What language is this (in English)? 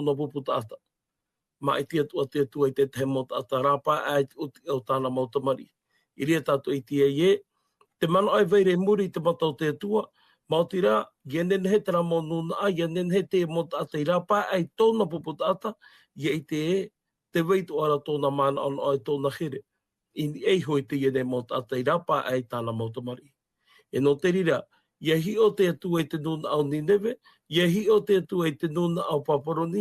Tahitian